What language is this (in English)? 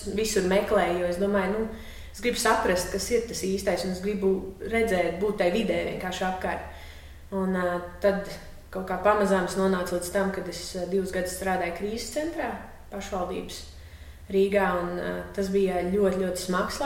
Latvian